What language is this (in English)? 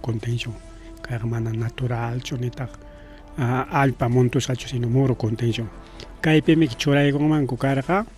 Ayacucho Quechua